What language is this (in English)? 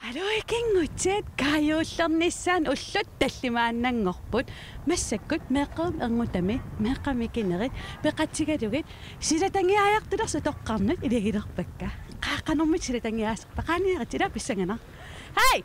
Kalaallisut